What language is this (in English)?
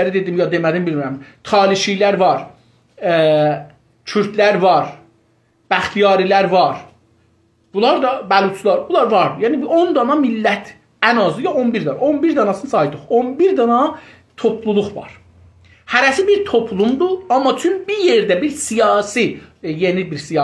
South Azerbaijani